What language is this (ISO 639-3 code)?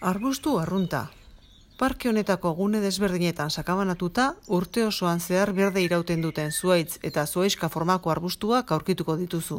eus